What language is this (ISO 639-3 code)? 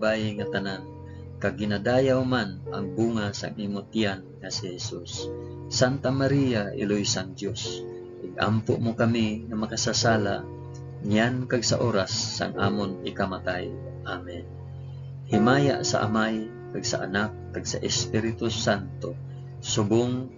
hil